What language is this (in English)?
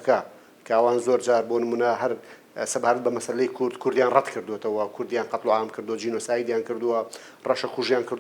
Central Kurdish